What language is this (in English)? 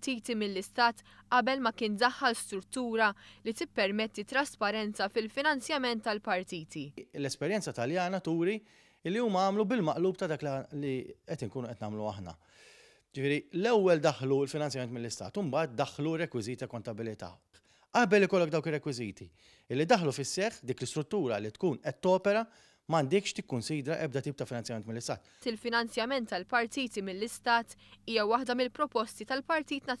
Maltese